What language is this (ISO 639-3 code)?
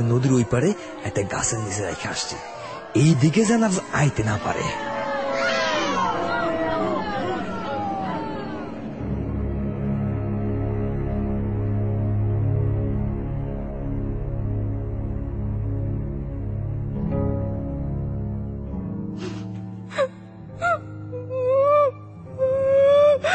ben